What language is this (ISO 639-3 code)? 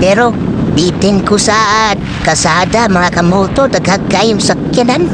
ceb